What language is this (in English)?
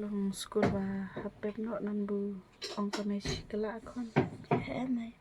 Khasi